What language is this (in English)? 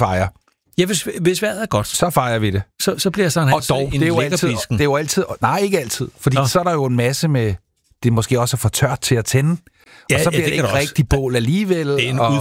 Danish